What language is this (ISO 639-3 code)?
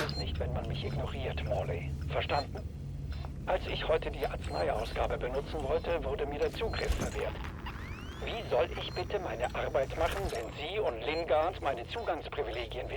bar